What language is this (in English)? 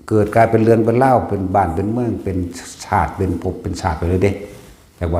Northeastern Thai